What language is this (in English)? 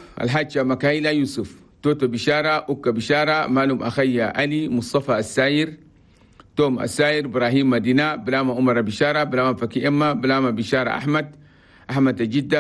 Chadian Arabic